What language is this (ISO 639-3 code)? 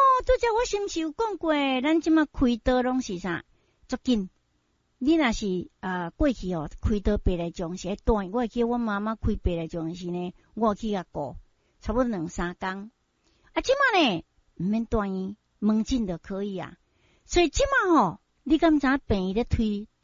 nan